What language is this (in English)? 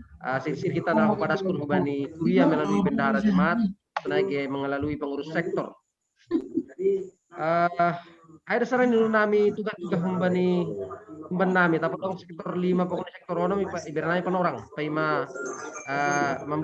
Batak Simalungun